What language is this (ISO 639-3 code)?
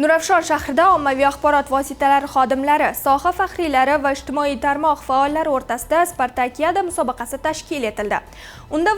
uzb